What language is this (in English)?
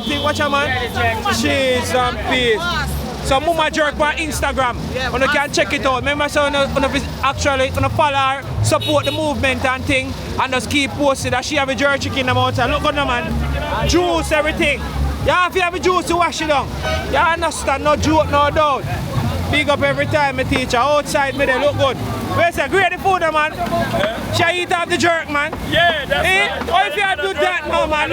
Jamaican Creole English